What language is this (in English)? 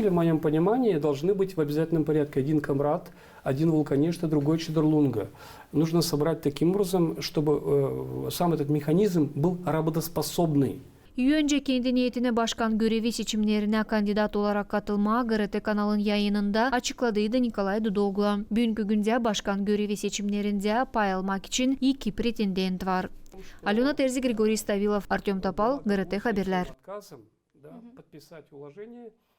Gagauz